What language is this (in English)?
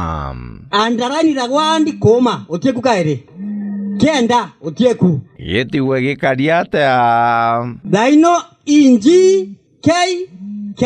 Meru